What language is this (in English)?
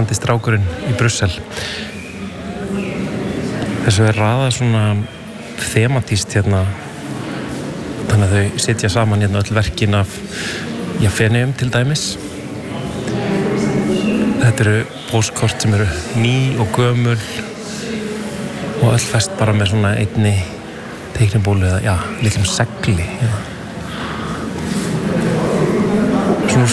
Icelandic